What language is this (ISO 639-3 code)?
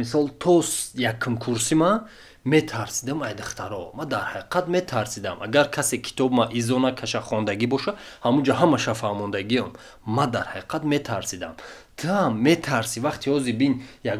tgk